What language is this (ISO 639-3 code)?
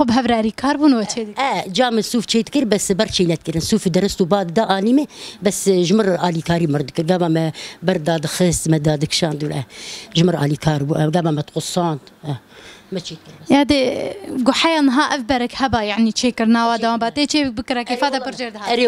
kur